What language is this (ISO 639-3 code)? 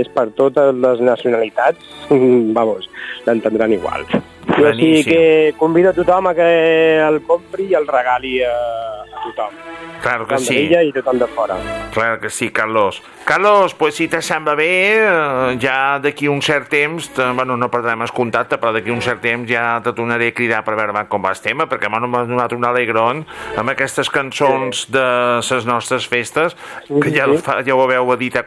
cat